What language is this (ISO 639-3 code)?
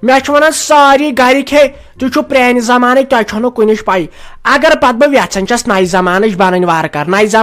kas